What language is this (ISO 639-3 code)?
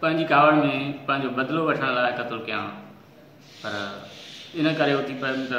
snd